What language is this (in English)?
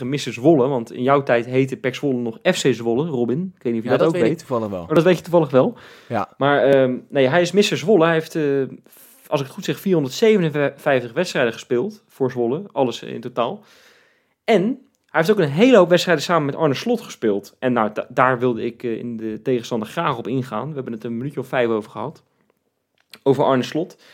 Dutch